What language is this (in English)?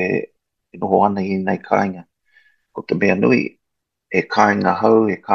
Māori